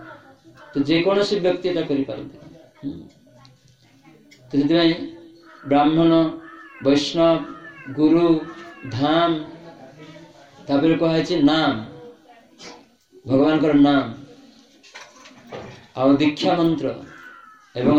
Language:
Odia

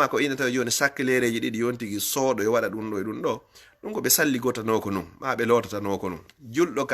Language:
Fula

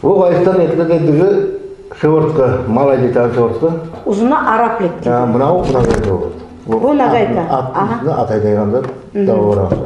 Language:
Nogai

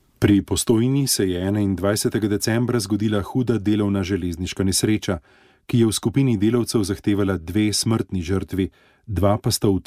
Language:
Slovenian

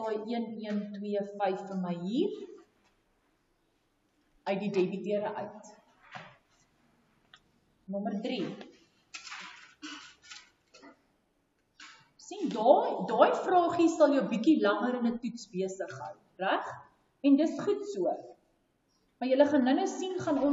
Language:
Afrikaans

